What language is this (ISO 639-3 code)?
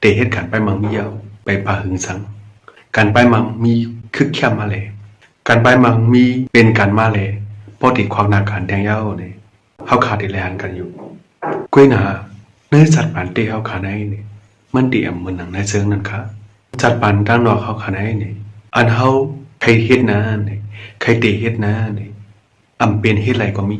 shn